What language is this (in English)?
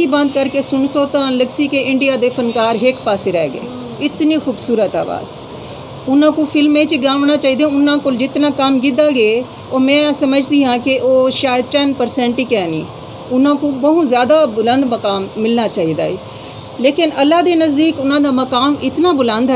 Saraiki